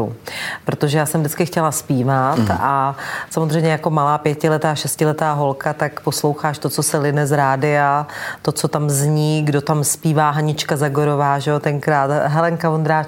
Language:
Czech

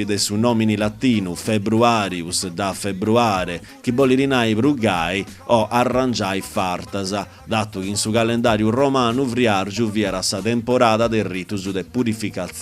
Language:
Sardinian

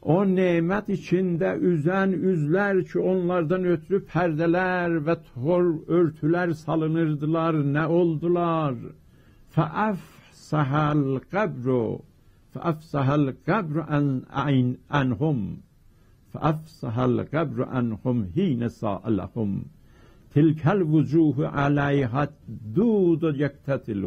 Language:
South Azerbaijani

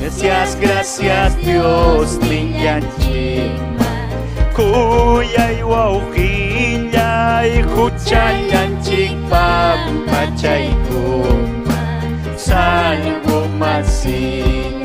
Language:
Ayacucho Quechua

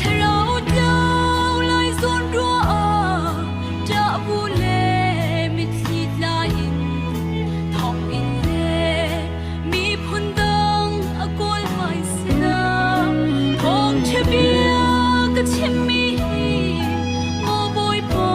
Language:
Hakha Chin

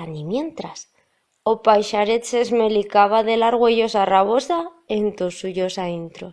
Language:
Aragonese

